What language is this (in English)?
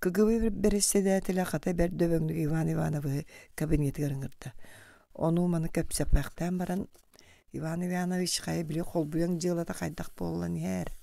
Yakut